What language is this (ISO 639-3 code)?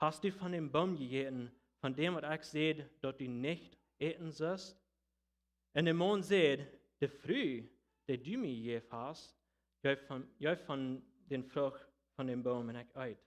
pdt